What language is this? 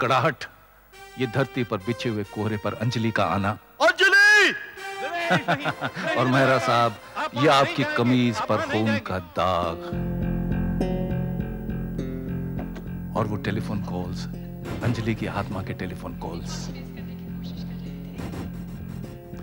Hindi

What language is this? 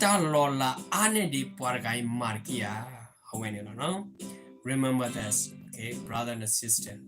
S'gaw Karen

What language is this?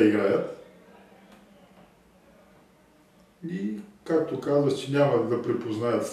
Bulgarian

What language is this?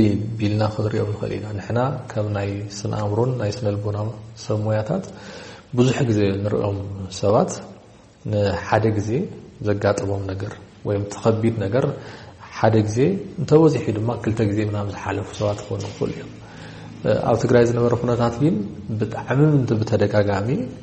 Tigrinya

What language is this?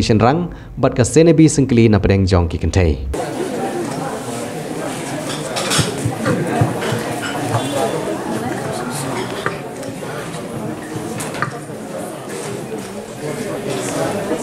Khasi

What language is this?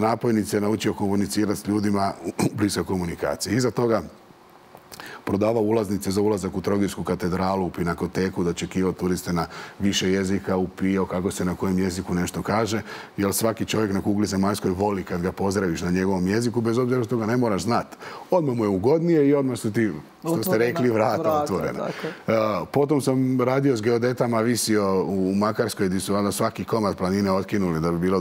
Croatian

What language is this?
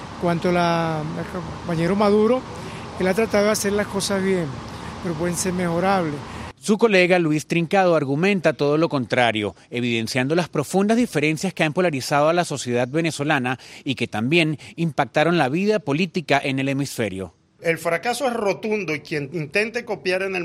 Spanish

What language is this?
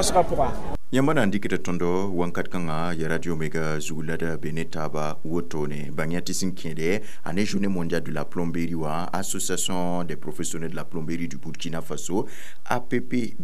Mossi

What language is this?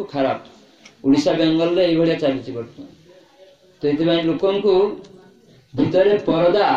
Odia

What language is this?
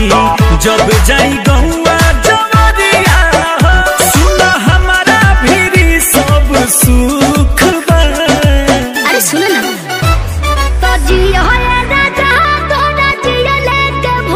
Bhojpuri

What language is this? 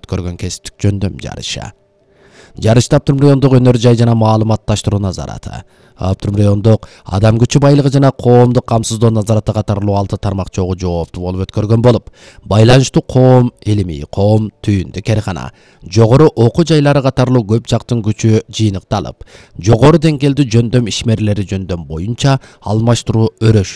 Kyrgyz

